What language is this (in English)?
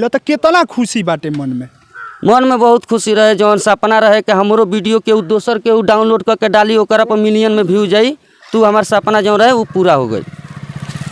Bhojpuri